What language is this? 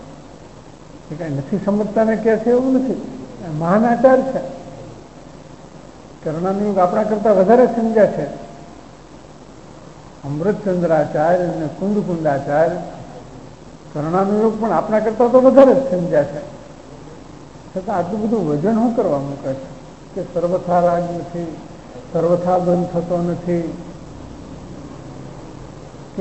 Gujarati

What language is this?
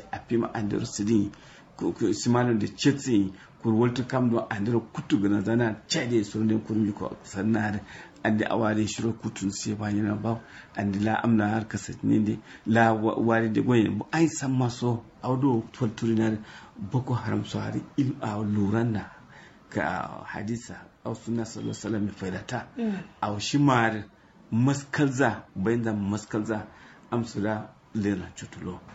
Kanuri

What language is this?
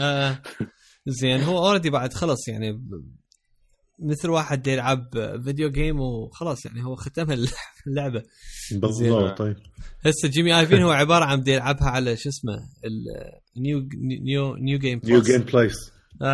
Mesopotamian Arabic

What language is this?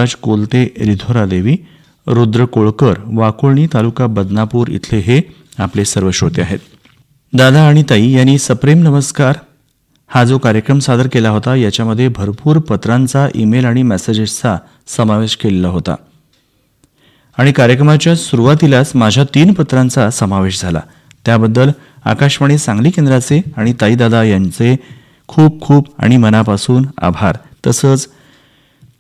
Marathi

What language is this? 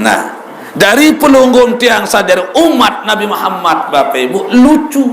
Sasak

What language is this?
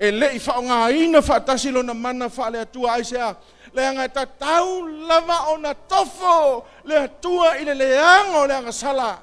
Samoan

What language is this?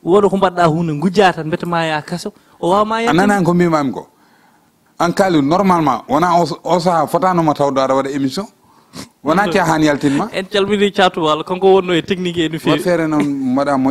Fula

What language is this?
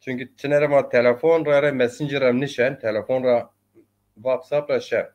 Zaza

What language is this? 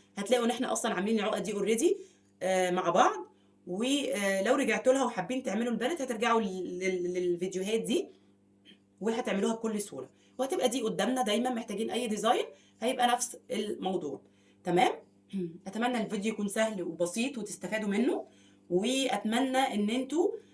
Egyptian Arabic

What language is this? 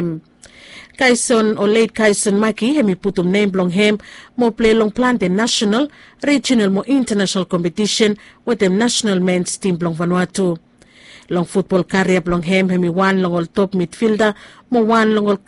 Bislama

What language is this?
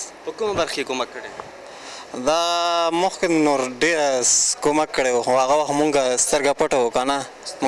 Pashto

